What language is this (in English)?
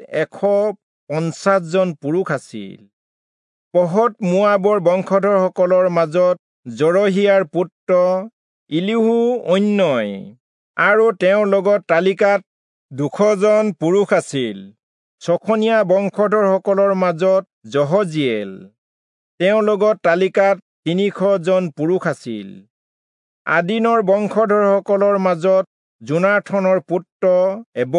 Assamese